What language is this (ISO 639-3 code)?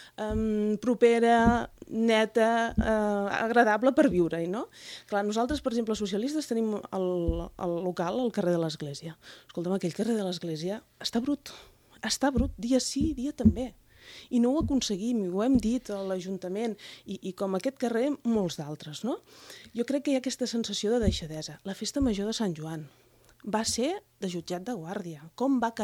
cat